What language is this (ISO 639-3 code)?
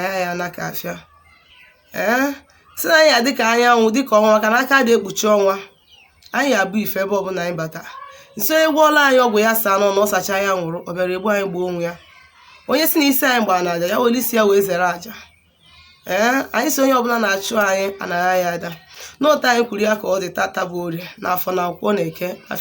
ibo